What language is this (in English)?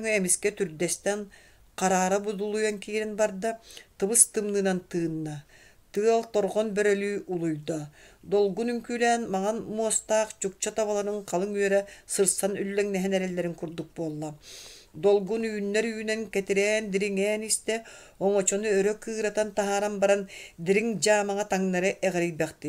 Yakut